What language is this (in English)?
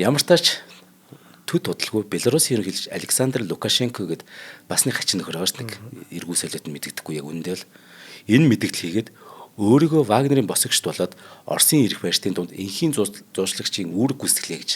Mongolian